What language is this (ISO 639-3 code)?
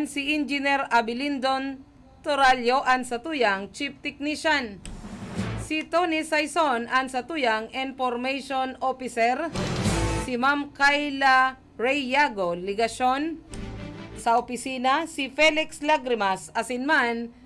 bik